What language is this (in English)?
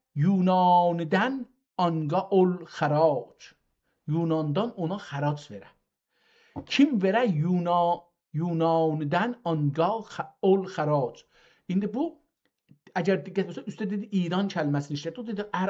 South Azerbaijani